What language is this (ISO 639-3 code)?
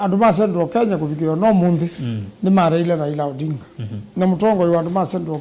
kam